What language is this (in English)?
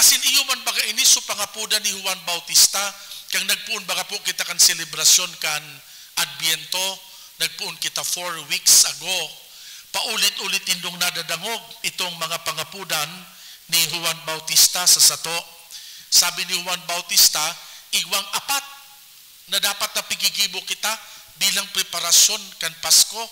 Bikol